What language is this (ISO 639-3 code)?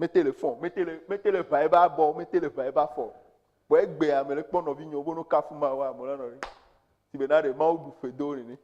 ewe